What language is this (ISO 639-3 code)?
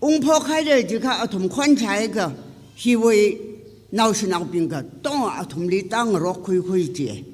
nmf